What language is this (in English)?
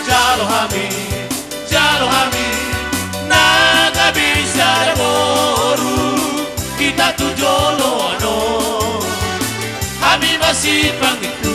Batak Toba